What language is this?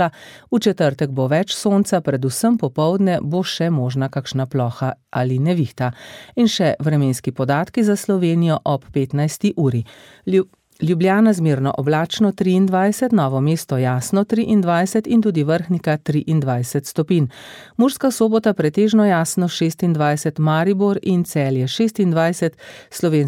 Slovenian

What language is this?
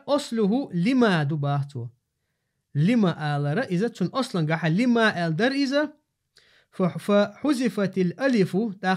Chechen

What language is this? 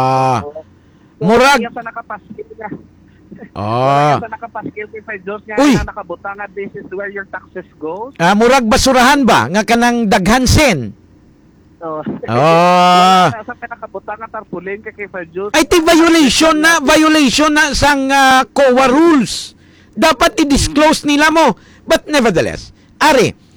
Hiligaynon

